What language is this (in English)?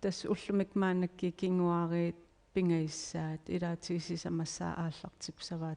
Kalaallisut